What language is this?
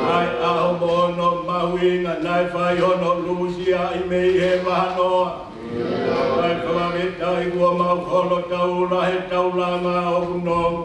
Tongan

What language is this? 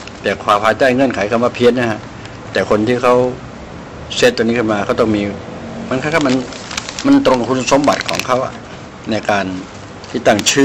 Thai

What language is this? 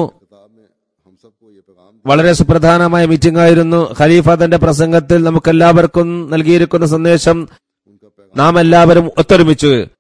Malayalam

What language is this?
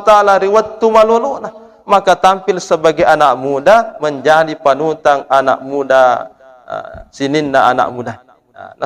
Buginese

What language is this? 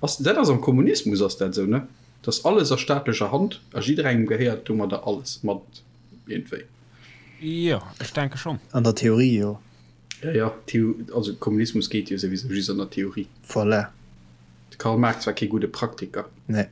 Luxembourgish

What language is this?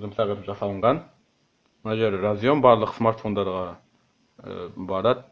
Kazakh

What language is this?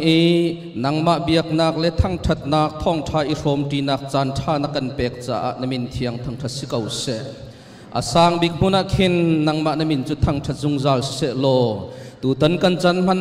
Hakha Chin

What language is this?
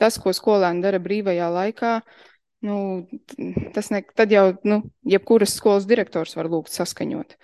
Latvian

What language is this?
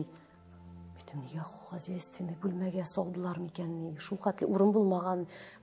Tatar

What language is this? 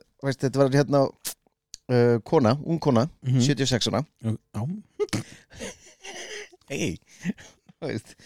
Icelandic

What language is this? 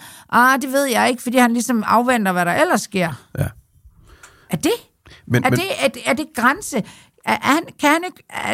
Danish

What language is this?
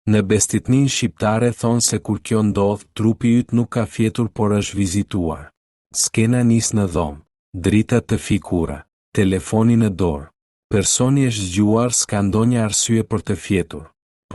Albanian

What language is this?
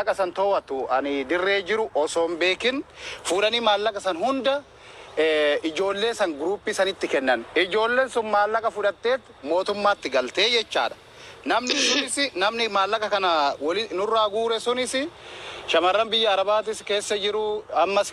Oromo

